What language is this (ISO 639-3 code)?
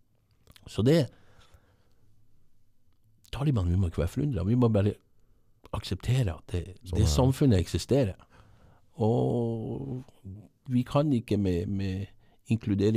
nor